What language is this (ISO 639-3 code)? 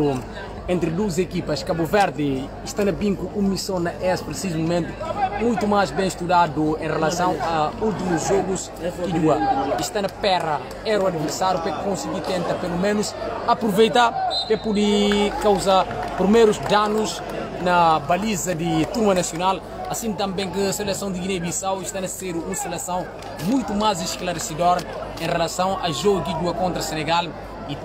por